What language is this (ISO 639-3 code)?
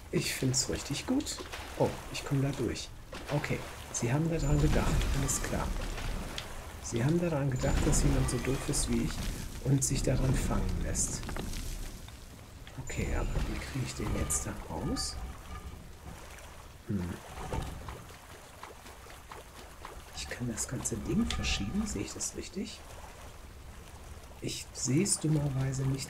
deu